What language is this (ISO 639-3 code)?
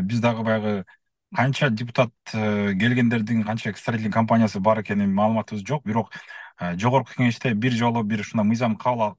kir